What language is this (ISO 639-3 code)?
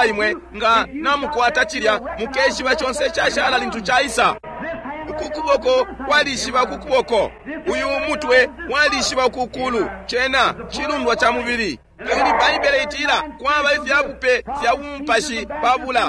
bem